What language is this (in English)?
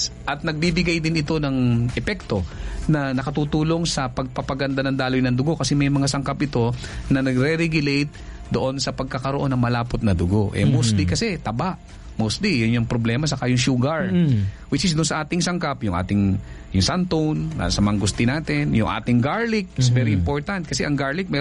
Filipino